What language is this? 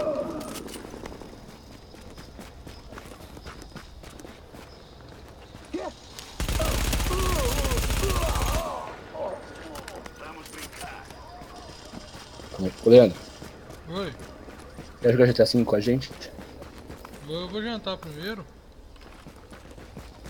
Portuguese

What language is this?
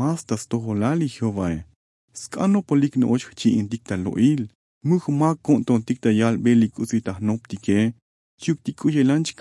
Tzotzil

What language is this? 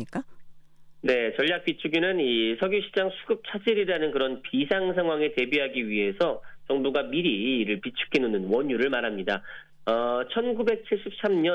Korean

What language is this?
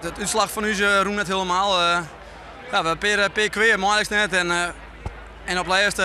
Western Frisian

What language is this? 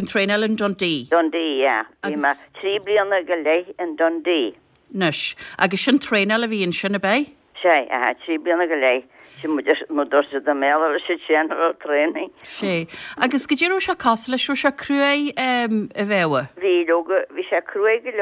Irish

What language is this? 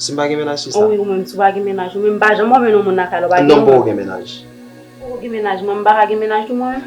Haitian Creole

